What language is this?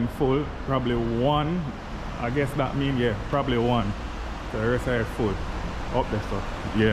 Jamaican Creole English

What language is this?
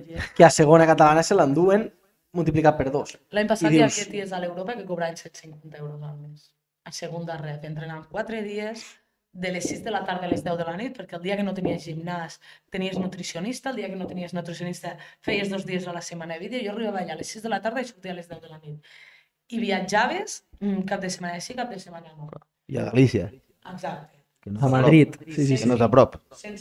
Catalan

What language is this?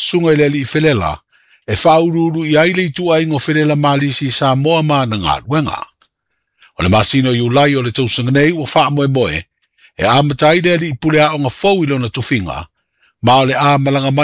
Samoan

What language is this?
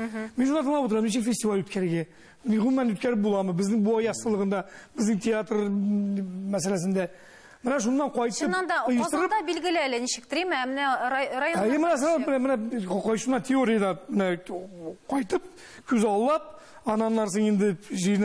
Tatar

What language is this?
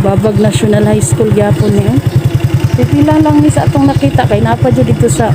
Cebuano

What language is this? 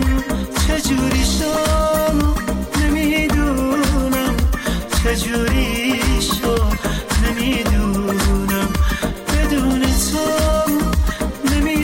Persian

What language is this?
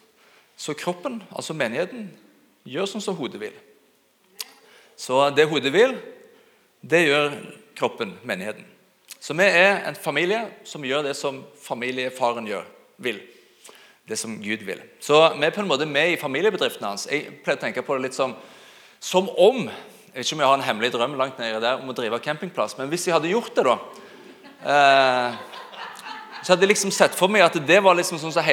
Norwegian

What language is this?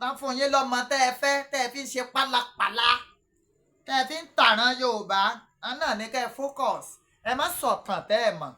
Yoruba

